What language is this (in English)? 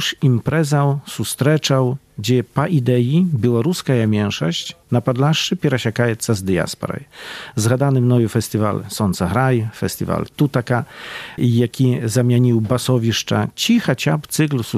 Belarusian